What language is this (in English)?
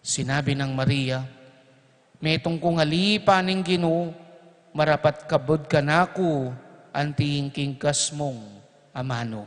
Pampanga